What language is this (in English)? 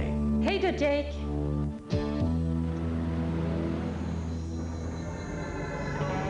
Swedish